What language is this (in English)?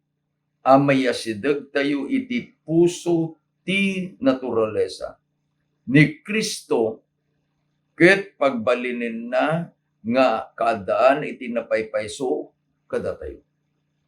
Iloko